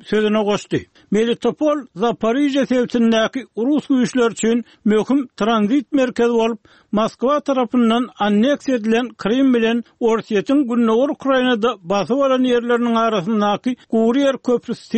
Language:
Turkmen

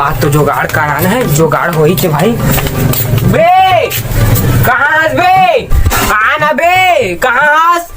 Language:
Chhattisgarhi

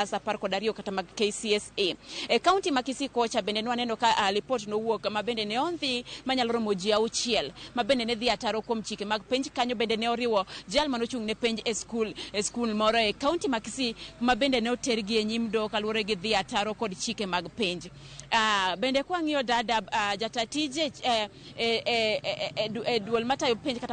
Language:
Luo (Kenya and Tanzania)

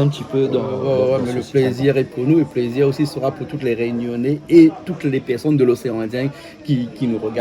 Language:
Réunion Creole French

